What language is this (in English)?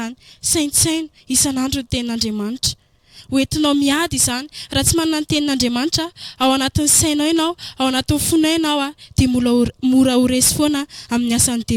Malagasy